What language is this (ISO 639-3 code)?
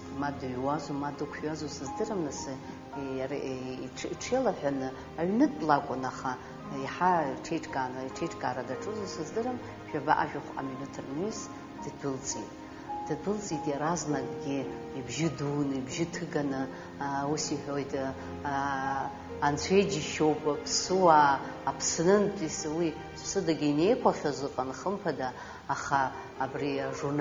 abk